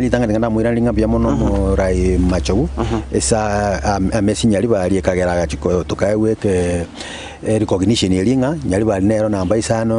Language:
Gusii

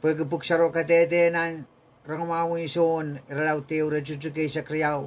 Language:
Pohnpeian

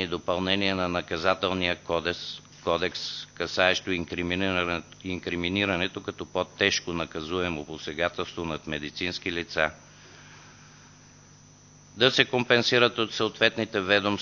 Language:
Bulgarian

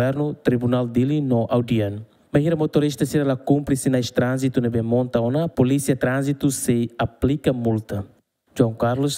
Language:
Tetum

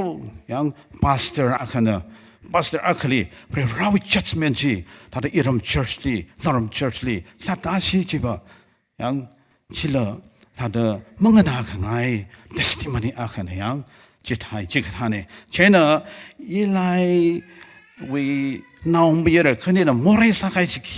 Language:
Tangkhul Naga (India)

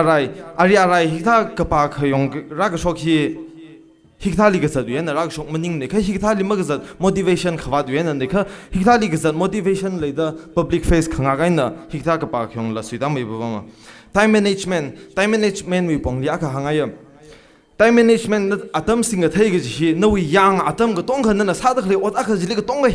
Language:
Tangkhul Naga (India)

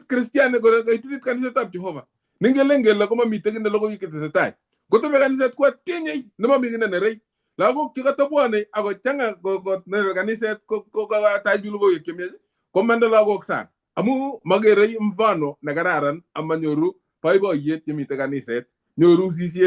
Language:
Kalenjin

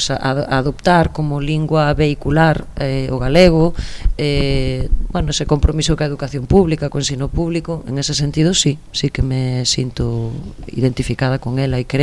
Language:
Galician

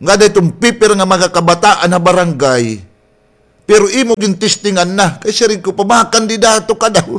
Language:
Waray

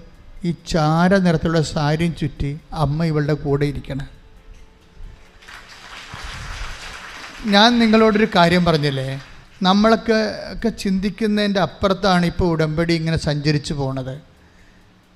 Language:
Malayalam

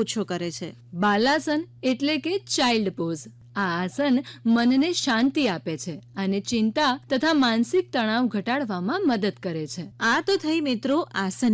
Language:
Gujarati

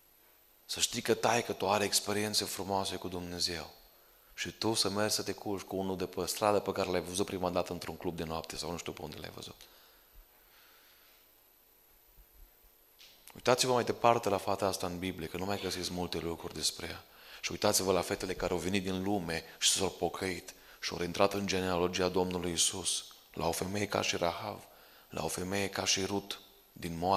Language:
Romanian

